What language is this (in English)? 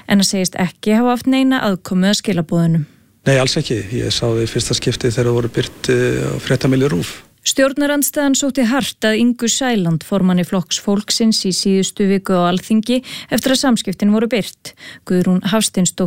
Icelandic